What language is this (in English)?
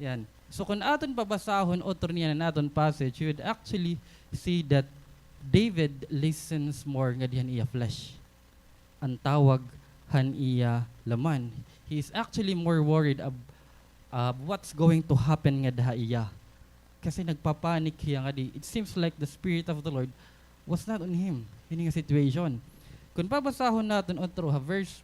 Waray